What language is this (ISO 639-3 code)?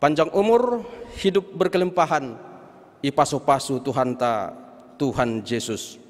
bts